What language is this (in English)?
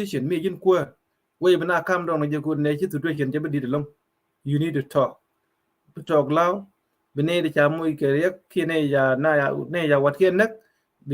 Nuer